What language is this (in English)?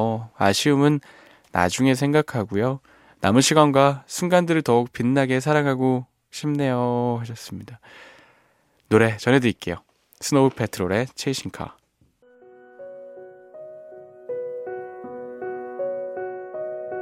Korean